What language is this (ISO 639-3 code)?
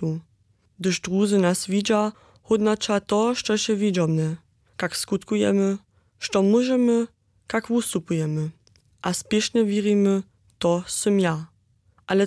hsb